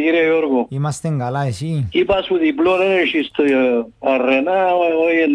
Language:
Greek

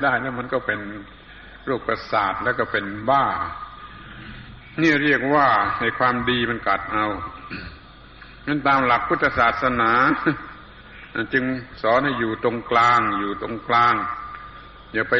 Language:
Thai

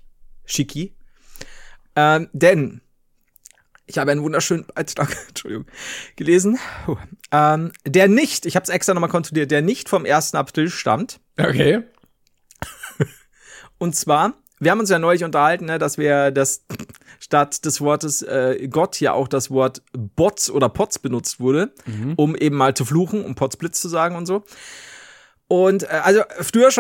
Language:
German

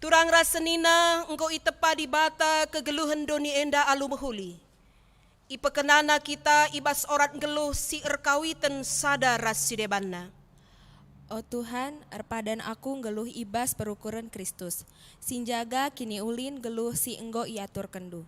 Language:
Batak Karo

